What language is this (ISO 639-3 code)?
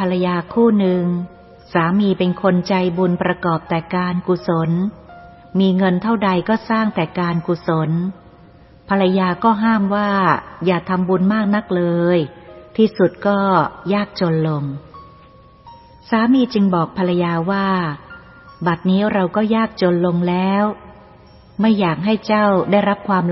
tha